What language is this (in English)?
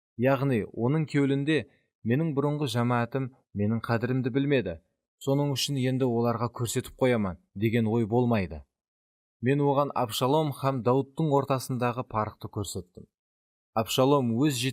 Kara-Kalpak